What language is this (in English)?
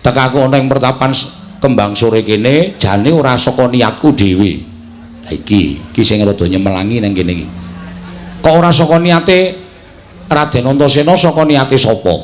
Javanese